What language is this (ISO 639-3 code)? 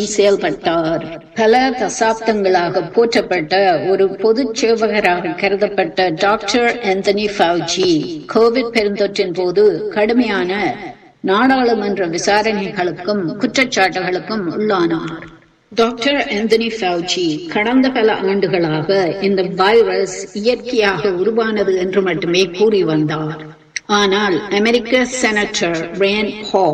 tam